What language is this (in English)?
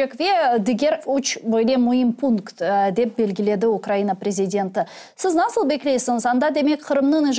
Crimean Tatar